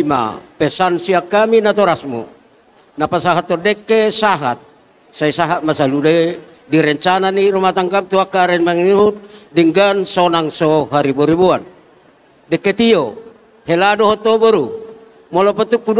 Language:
Batak Toba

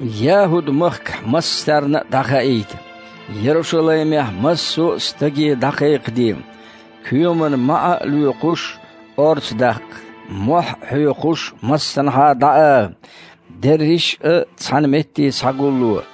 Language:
Chechen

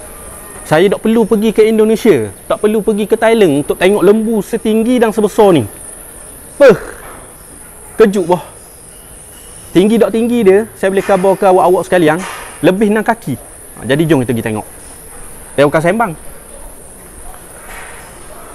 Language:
Malay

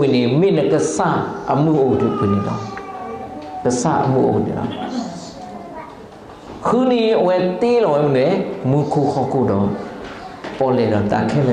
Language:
S'gaw Karen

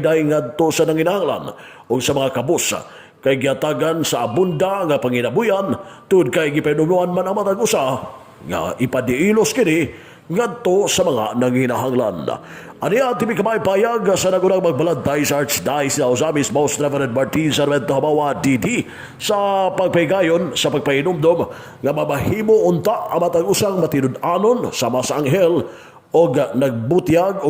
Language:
Cebuano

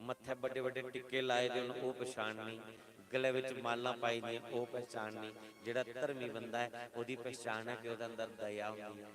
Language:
Dogri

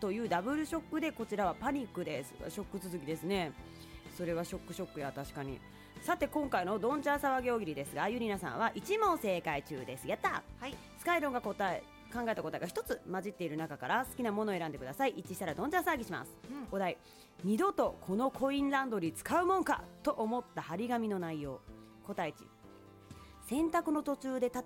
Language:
Japanese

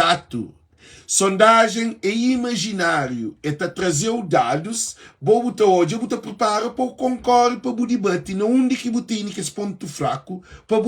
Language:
Kabuverdianu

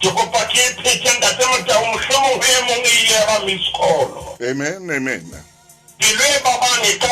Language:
Southern Sotho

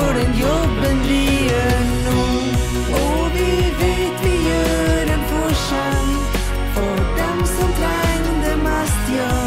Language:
Norwegian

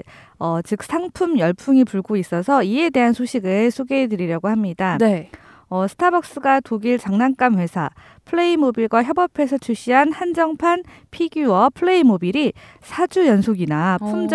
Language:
Korean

